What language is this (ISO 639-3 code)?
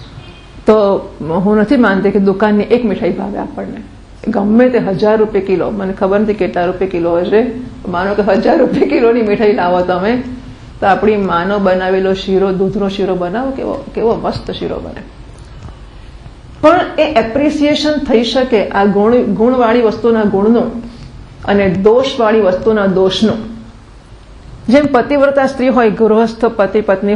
guj